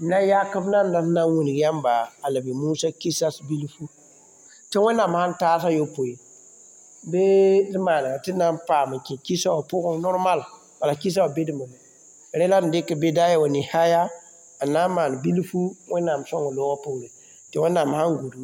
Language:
Mossi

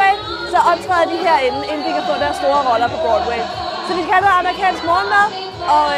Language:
Danish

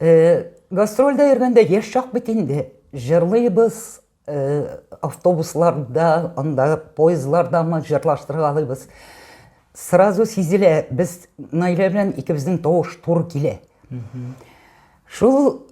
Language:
Tatar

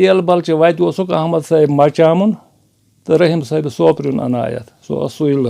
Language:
Kashmiri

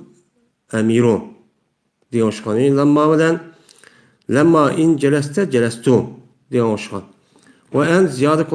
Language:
Uyghur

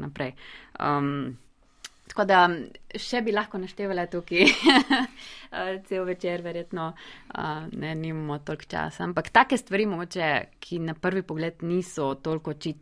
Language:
Slovenian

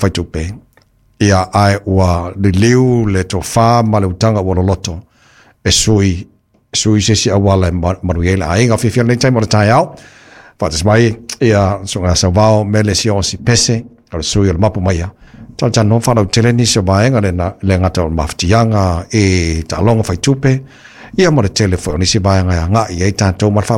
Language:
Samoan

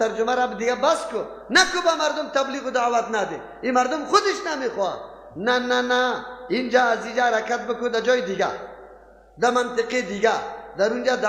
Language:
Persian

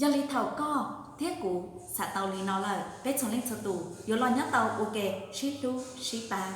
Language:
Hmong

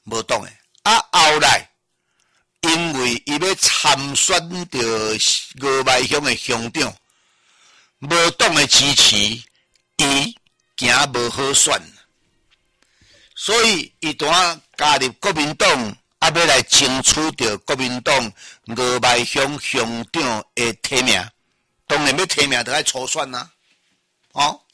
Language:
Min Nan Chinese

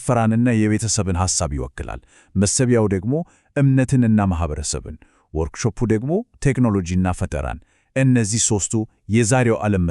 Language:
Amharic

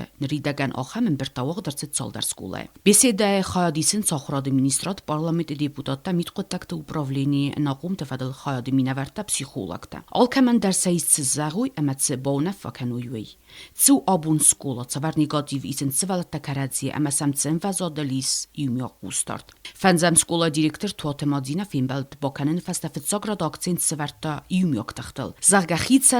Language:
Ossetic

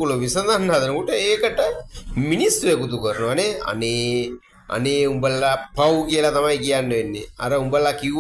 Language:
Sinhala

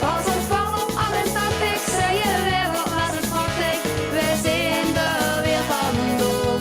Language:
Limburgish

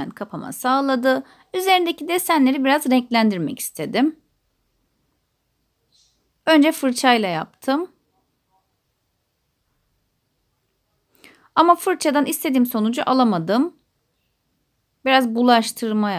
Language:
Turkish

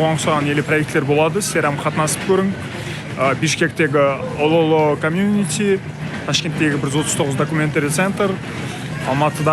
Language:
Kara-Kalpak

